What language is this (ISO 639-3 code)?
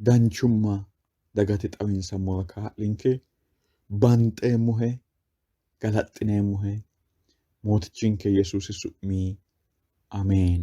sid